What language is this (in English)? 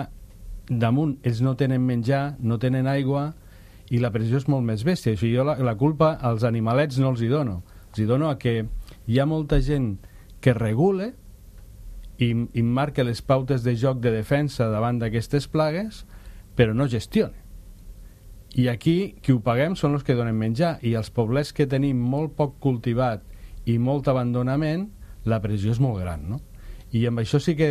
Catalan